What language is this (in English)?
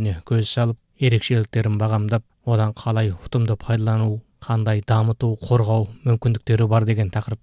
Kazakh